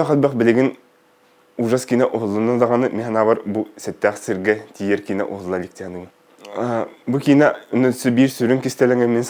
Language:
Yakut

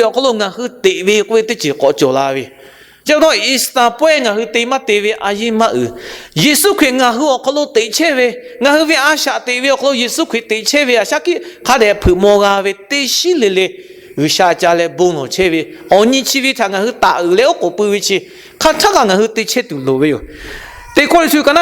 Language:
Lahu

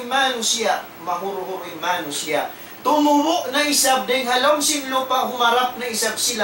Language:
Tausug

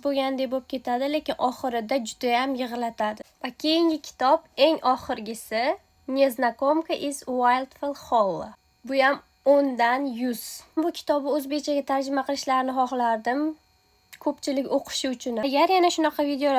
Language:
Uzbek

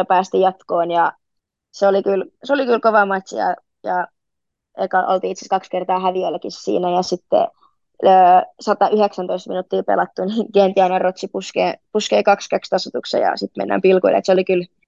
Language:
Finnish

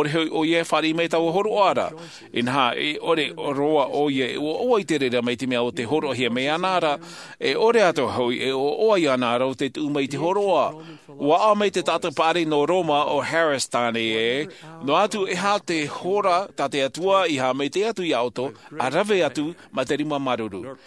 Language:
Tahitian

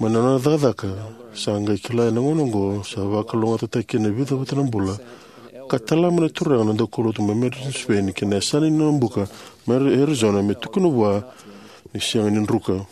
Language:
Fijian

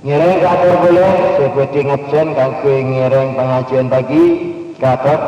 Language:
Madurese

